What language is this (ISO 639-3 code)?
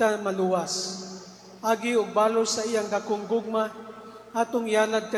ceb